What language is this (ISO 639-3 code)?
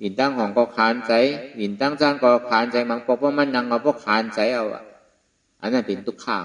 shn